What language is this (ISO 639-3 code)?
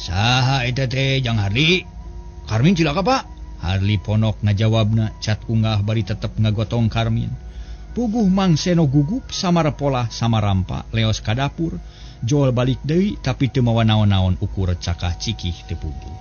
sun